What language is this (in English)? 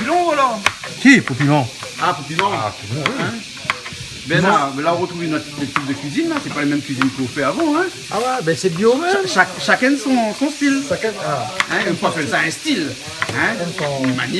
Réunion Creole French